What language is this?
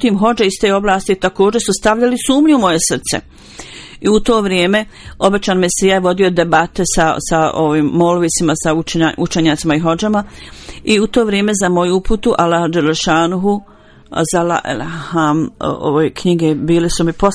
Bosnian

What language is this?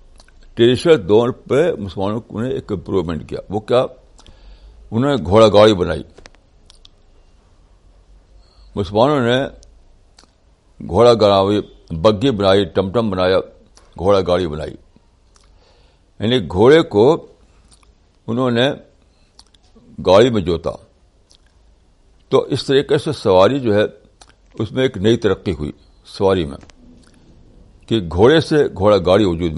Urdu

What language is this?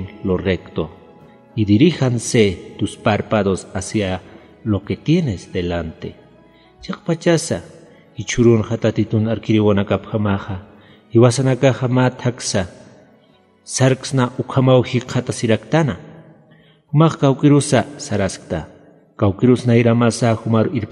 Aymara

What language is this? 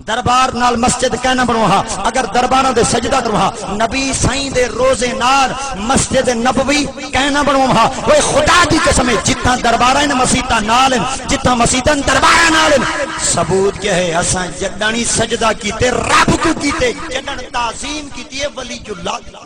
Saraiki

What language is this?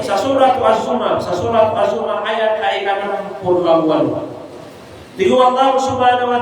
Maranao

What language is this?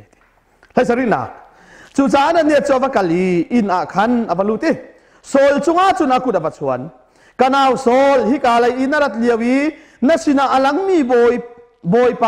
Hakha Chin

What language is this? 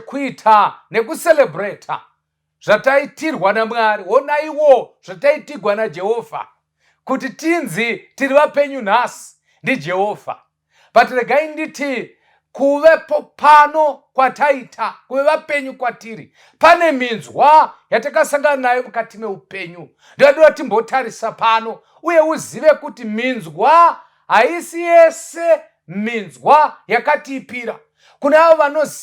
Shona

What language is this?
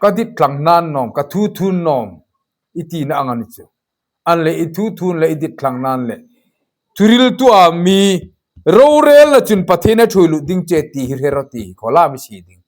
Hmar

